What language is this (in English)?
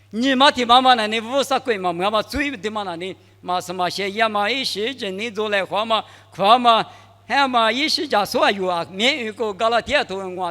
Lisu